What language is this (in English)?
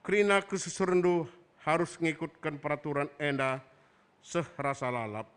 Batak Karo